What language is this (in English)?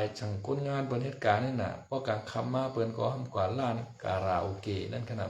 Shan